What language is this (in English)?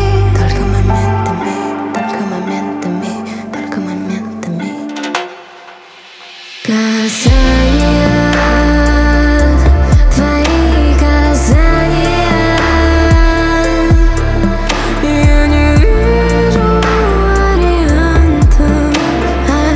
Russian